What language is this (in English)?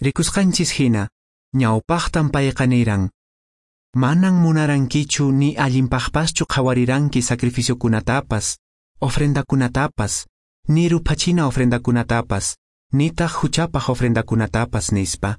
Quechua